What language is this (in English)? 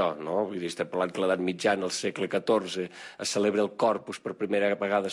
Catalan